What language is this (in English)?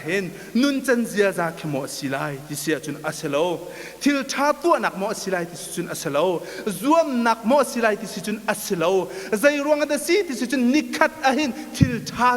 Hakha Chin